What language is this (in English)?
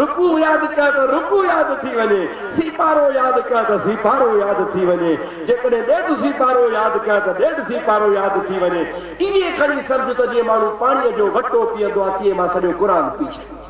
Sindhi